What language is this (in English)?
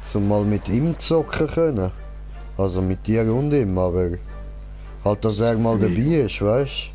Swiss German